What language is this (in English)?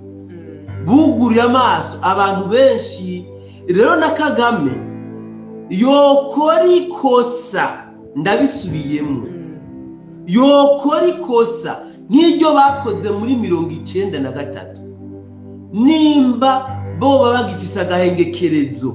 Rundi